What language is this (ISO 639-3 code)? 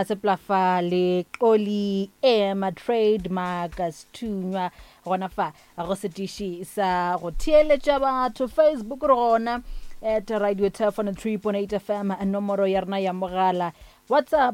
nso